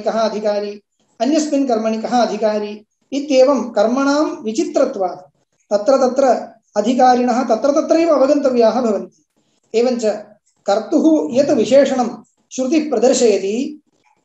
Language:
Sanskrit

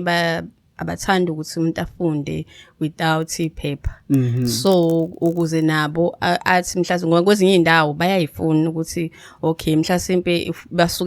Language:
Zulu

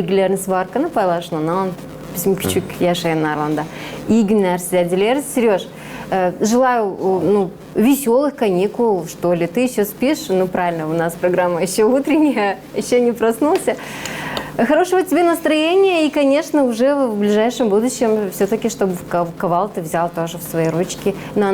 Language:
Gagauz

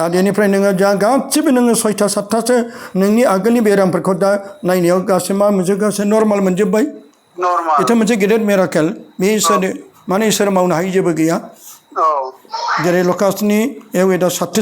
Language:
Bodo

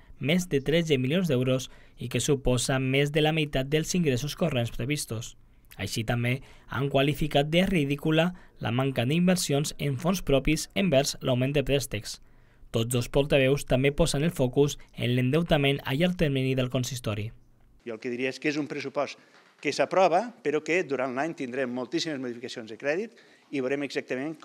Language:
Catalan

